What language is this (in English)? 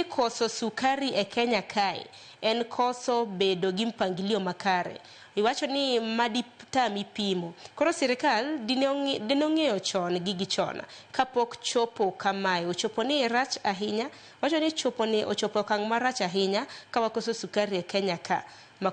Luo (Kenya and Tanzania)